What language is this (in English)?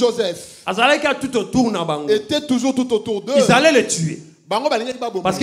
French